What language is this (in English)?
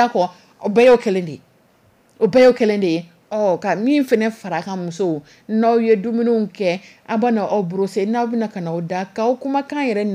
Dyula